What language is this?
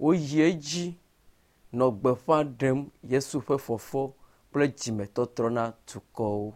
Ewe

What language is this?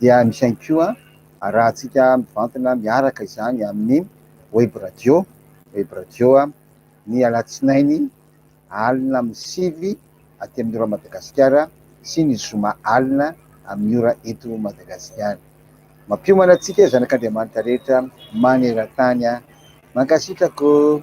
Malagasy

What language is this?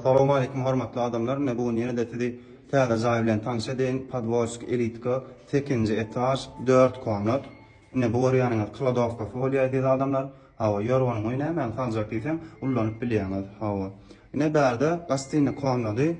Turkmen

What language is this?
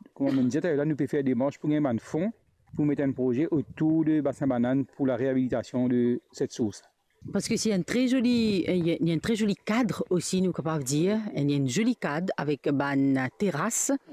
Morisyen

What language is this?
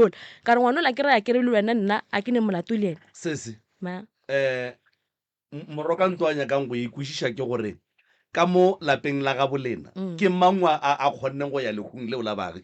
Northern Sotho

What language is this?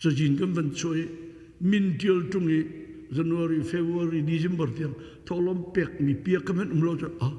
Hakha Chin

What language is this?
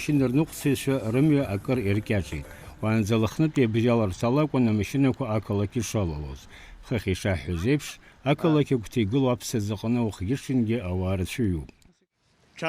Abkhazian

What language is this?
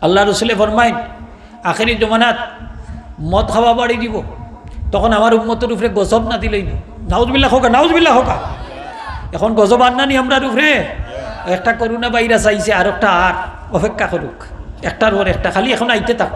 Sylheti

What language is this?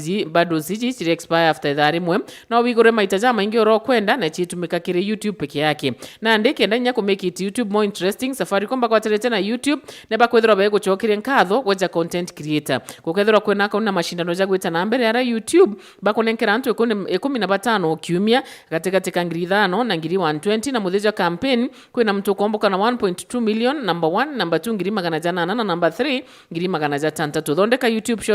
Meru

